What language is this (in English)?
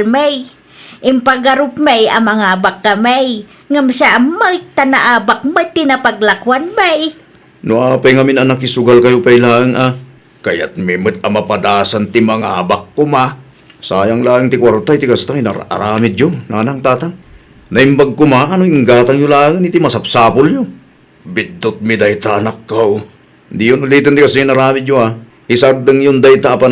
Iloko